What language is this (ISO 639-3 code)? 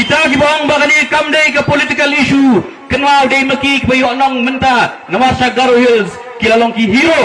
kha